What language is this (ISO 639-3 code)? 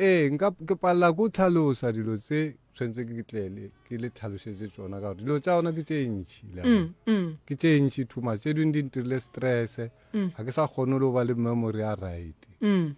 nso